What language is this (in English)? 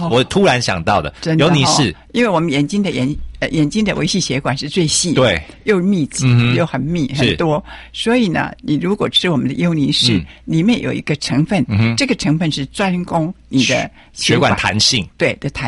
Chinese